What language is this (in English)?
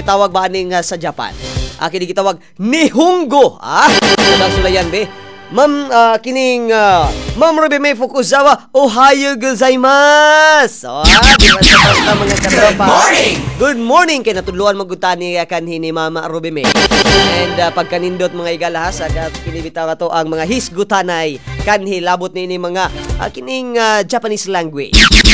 Cebuano